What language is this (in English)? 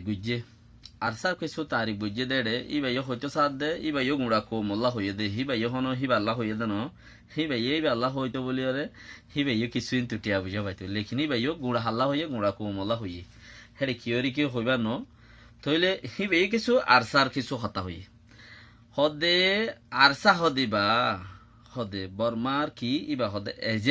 Rohingya